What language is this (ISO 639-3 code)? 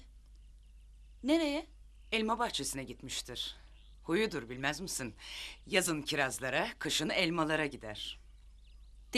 tur